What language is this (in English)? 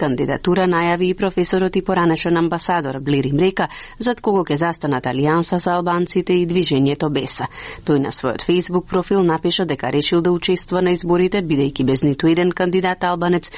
Macedonian